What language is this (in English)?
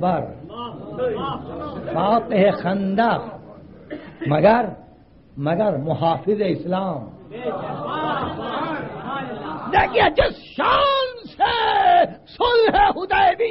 Urdu